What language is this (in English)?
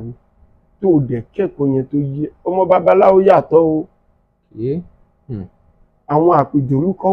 Yoruba